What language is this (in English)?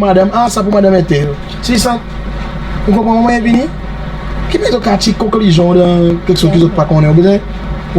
Seselwa Creole French